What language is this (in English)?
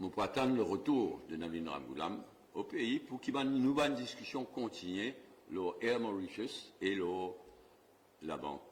Morisyen